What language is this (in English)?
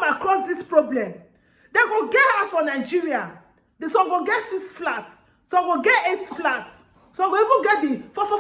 Nigerian Pidgin